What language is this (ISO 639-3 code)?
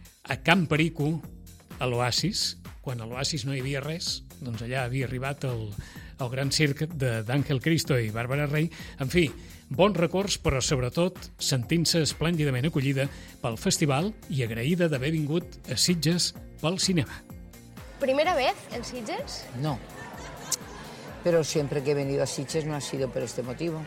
cat